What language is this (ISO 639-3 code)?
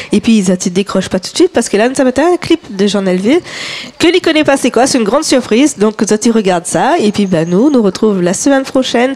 rcf